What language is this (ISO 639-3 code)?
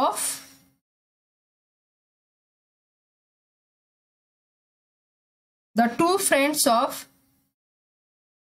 hin